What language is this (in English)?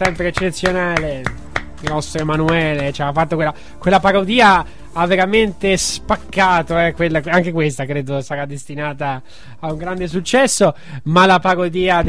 Italian